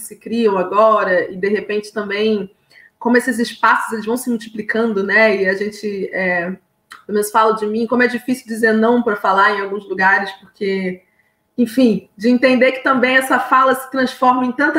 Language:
Portuguese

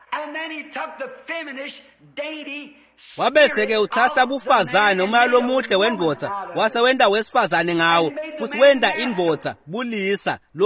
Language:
Swati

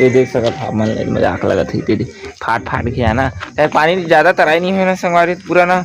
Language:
Chhattisgarhi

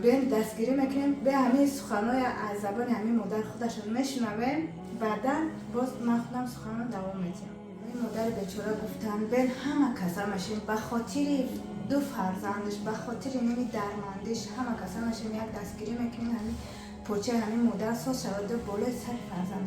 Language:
Tajik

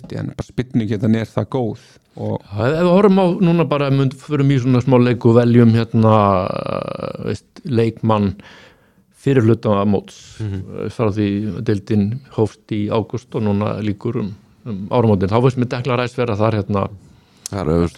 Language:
Icelandic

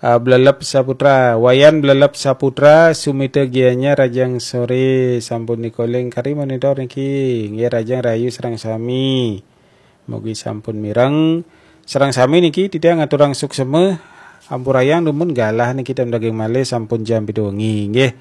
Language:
Balinese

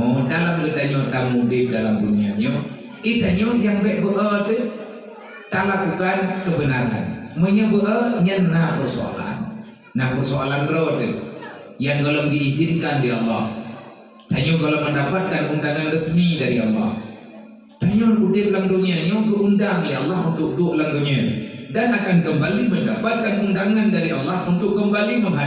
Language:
Achinese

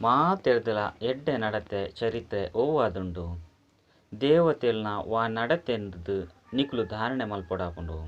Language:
Tulu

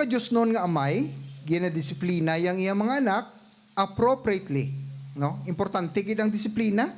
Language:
Hiligaynon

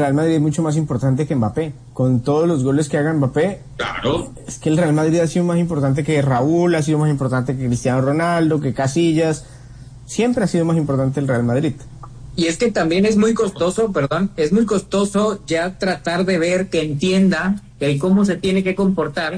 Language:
Spanish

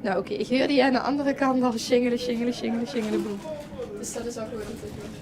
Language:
Limburgish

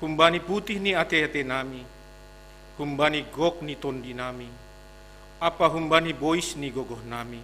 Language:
Batak Simalungun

